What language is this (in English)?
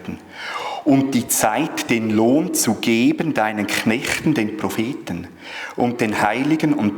Swiss German